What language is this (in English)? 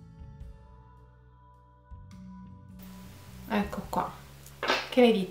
Italian